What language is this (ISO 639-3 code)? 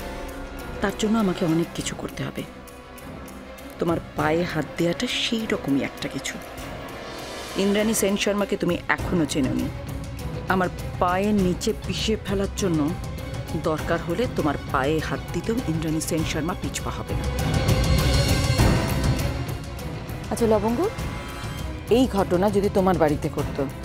ben